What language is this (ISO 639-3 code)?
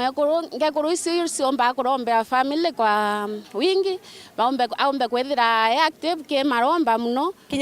mer